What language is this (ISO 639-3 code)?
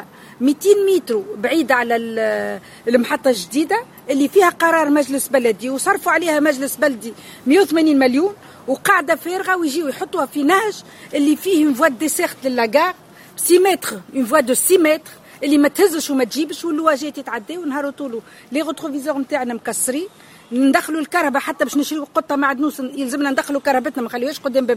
aeb